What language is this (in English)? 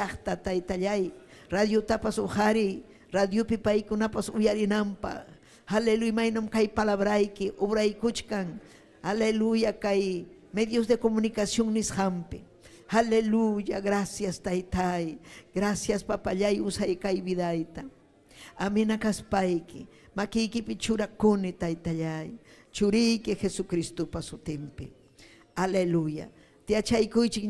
Ayacucho Quechua